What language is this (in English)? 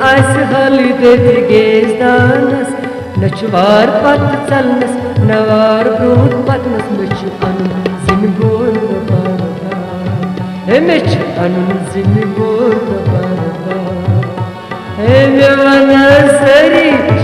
Kashmiri